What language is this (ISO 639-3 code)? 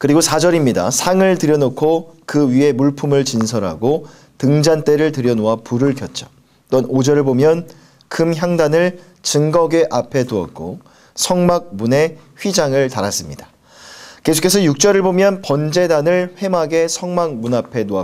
kor